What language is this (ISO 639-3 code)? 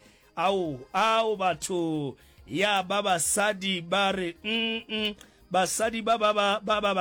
nso